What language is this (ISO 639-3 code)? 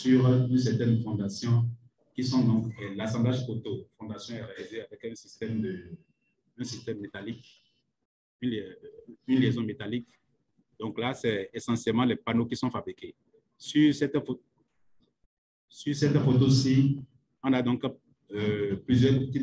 fra